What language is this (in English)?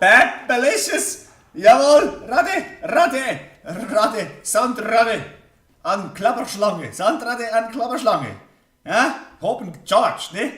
Swiss German